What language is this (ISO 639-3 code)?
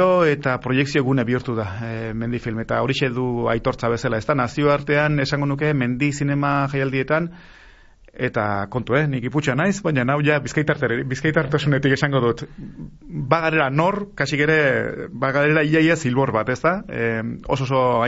eus